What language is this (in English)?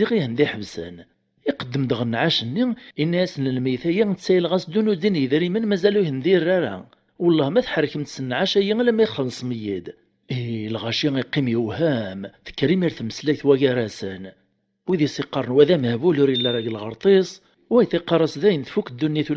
Kabyle